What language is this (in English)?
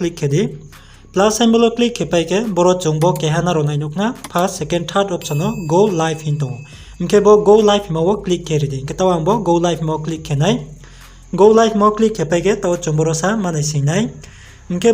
Riang (India)